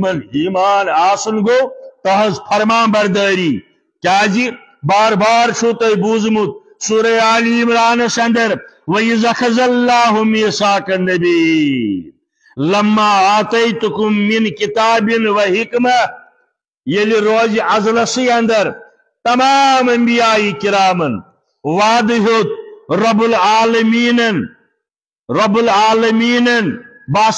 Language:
Kashmiri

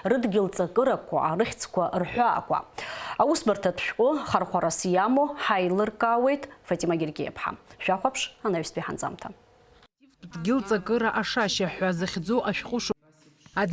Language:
Abkhazian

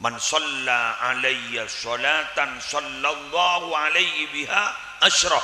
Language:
Madurese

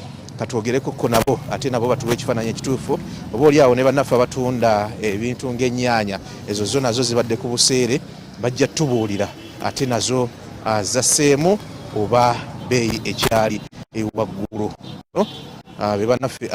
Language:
Ganda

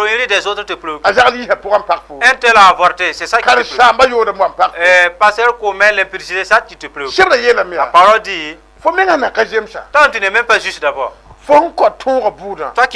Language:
Mossi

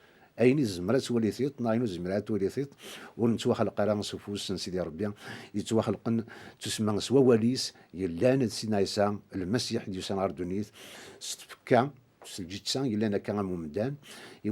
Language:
Kabyle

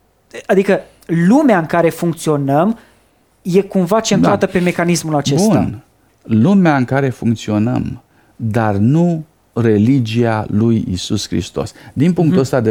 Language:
Romanian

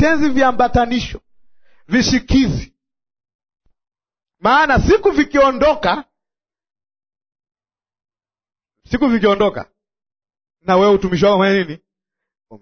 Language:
Swahili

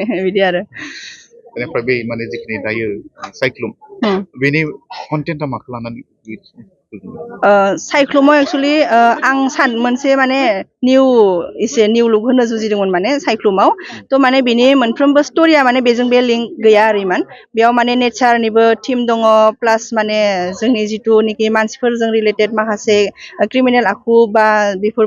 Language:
Bodo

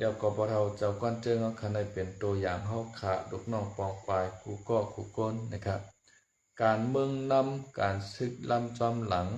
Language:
Shan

